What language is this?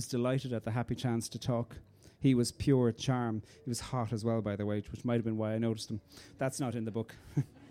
English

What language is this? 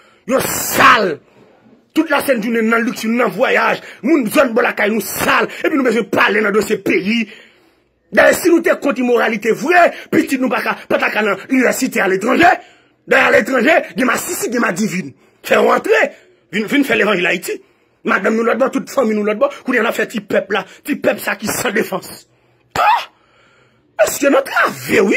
Haitian Creole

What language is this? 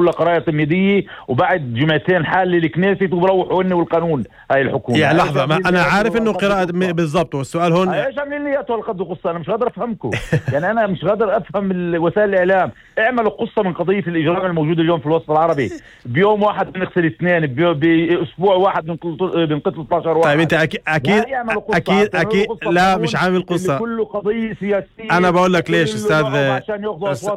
North Levantine Arabic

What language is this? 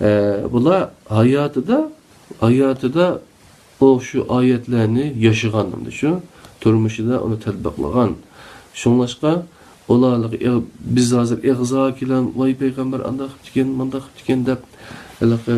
Uyghur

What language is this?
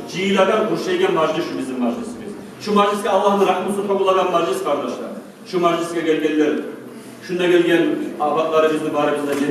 Kumyk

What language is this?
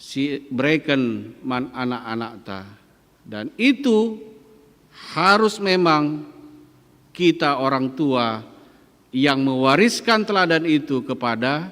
Batak Karo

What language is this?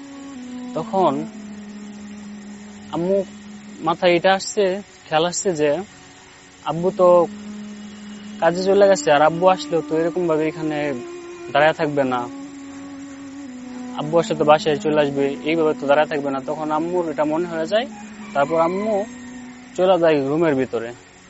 Bangla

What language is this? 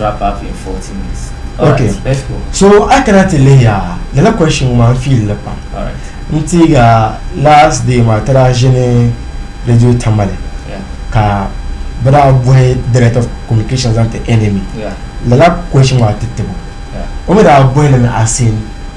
Dagbani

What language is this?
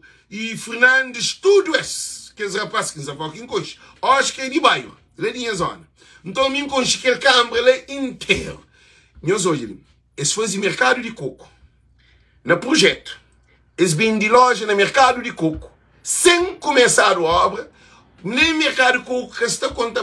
Kabuverdianu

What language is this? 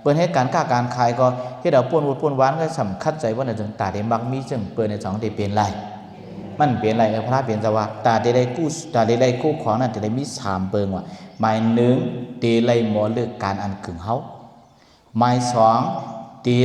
Shan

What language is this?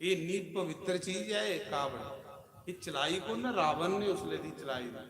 Dogri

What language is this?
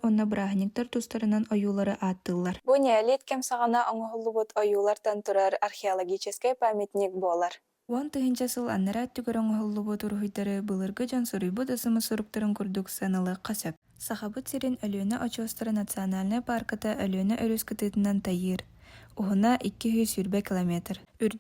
Yakut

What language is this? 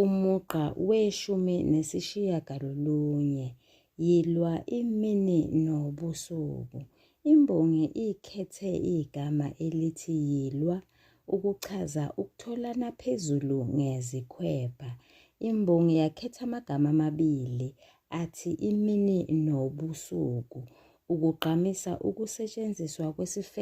Zulu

